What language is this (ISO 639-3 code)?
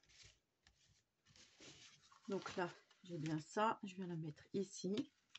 fra